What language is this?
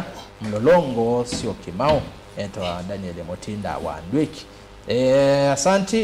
Kamba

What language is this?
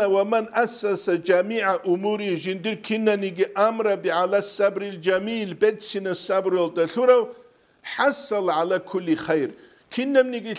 Avaric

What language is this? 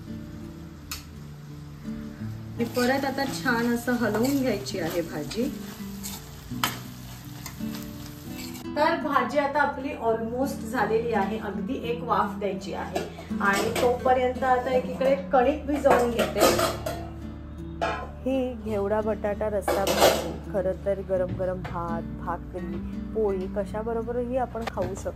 Marathi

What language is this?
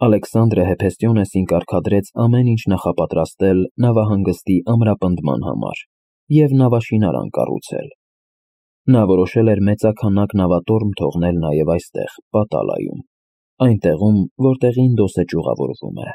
Armenian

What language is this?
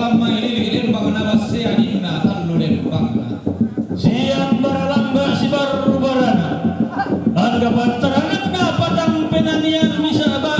Toraja-Sa'dan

